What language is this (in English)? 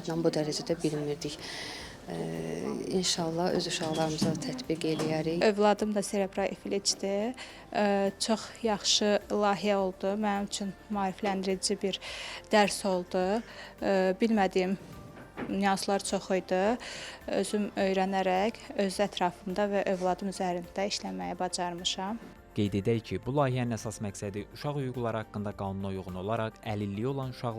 Azerbaijani